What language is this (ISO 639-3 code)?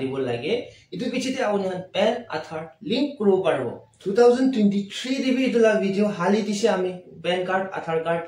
nag